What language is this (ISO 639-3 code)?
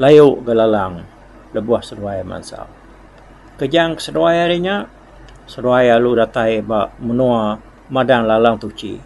iba